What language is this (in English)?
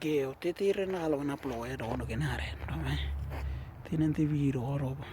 Western Dani